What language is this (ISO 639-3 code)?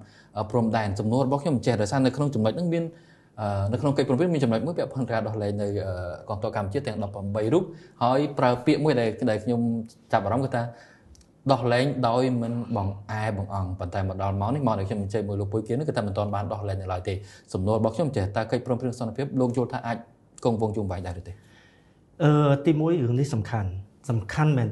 khm